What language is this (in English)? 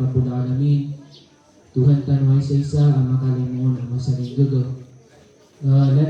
Maranao